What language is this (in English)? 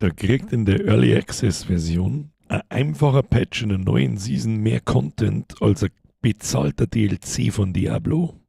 Bavarian